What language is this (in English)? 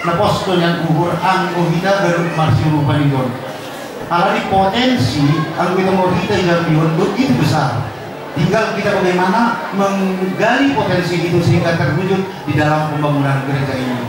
Batak Simalungun